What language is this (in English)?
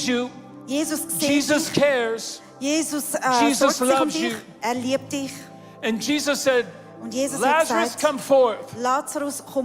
Swiss German